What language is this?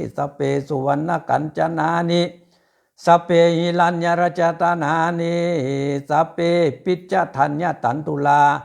Pali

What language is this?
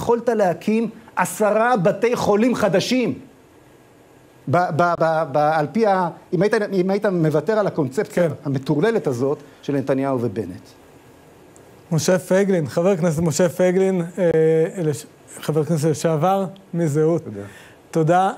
Hebrew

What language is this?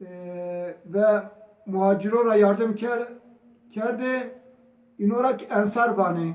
Zaza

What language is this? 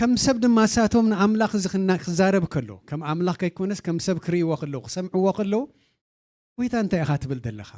Tigrinya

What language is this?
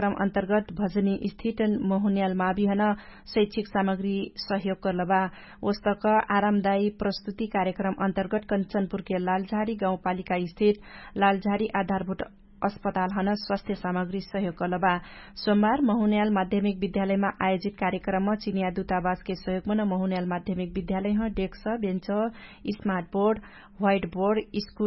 Dangaura Tharu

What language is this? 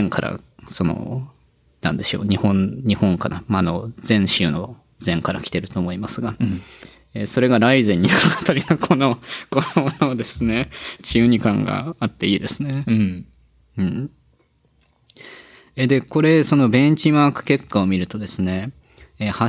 Japanese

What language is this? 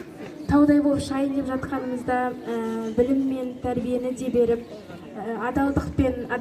Kazakh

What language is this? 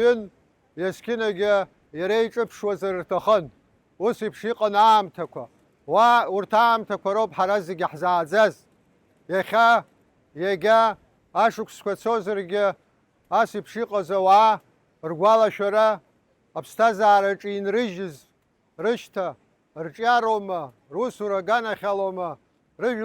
Abkhazian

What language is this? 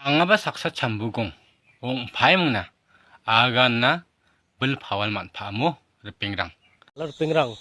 Garo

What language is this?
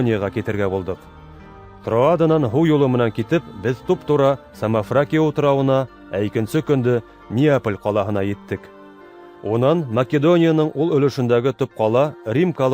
Bashkir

